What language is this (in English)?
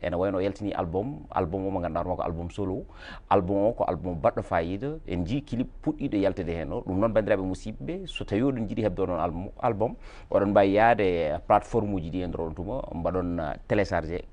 Fula